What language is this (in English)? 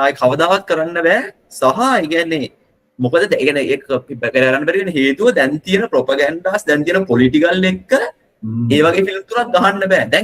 Sinhala